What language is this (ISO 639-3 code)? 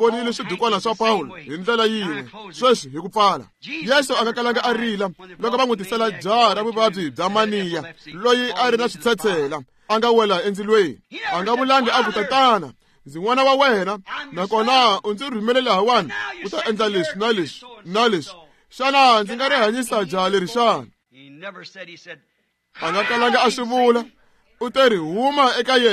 tso